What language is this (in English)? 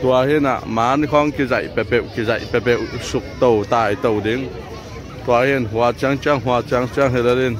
Tedim Chin